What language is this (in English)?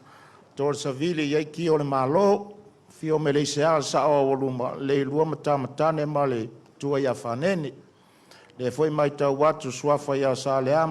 Samoan